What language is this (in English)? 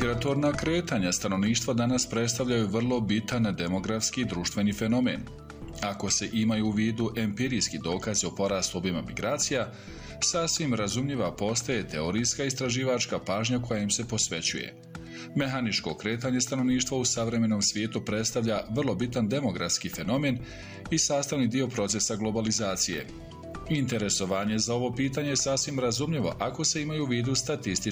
Bosnian